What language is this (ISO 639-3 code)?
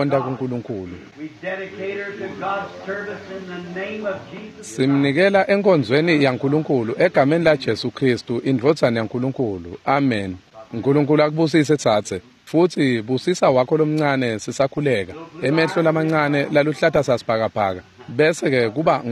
ssw